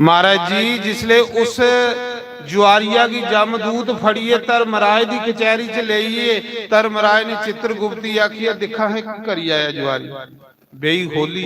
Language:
Dogri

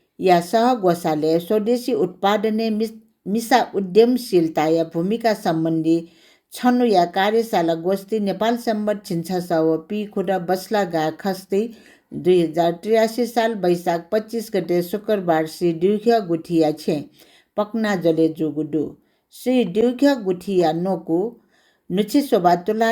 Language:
Newari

